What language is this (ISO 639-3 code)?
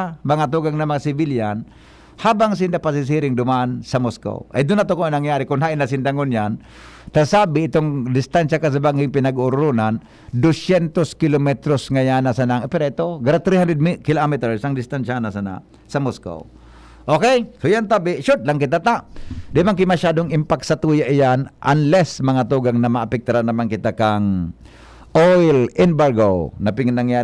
bik